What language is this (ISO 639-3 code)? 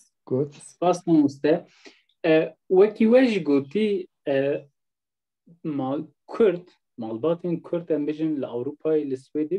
kur